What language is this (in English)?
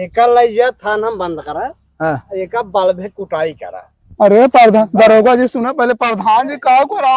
Awadhi